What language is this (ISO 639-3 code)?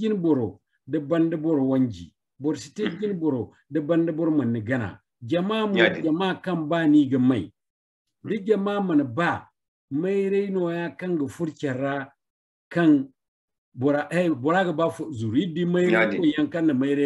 dje